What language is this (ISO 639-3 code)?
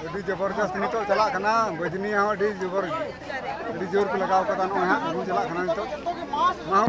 sat